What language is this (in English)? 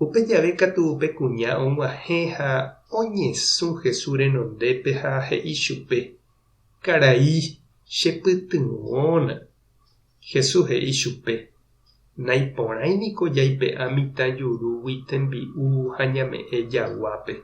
Guarani